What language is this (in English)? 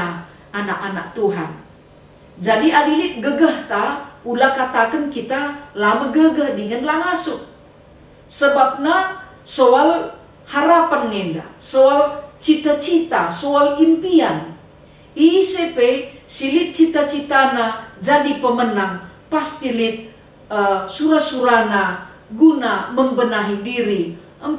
Batak Karo